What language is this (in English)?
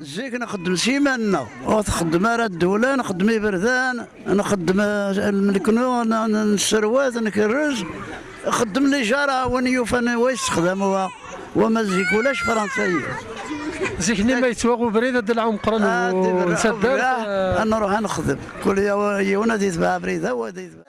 Kabyle